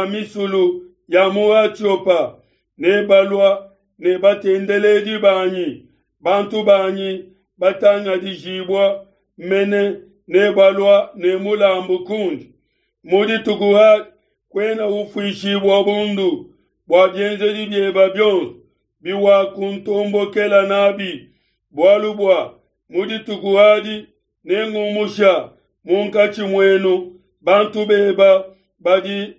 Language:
Luba-Lulua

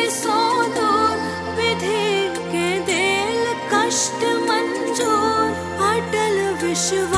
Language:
Maithili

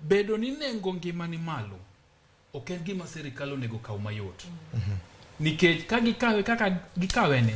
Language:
Luo (Kenya and Tanzania)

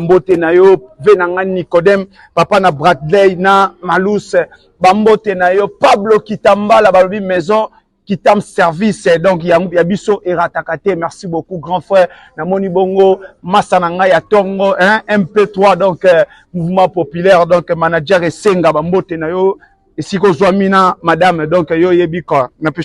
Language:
Lingala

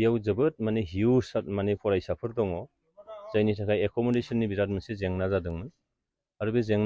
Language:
Bodo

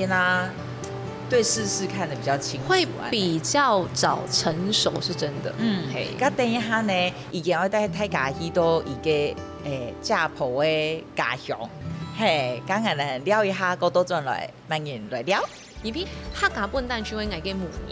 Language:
Hakka Chinese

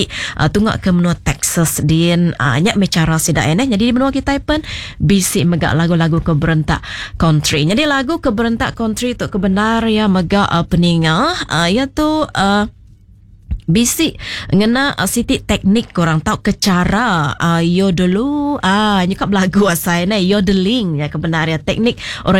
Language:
Iban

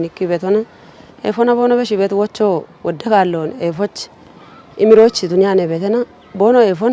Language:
Kafa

